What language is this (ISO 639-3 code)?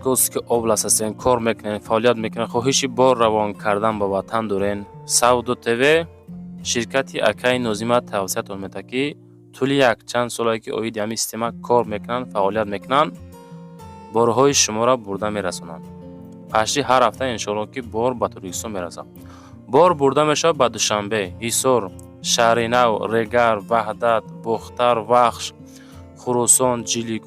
tgk